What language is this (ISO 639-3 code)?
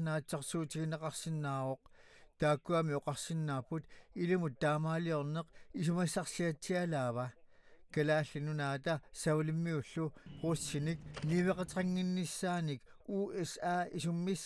kal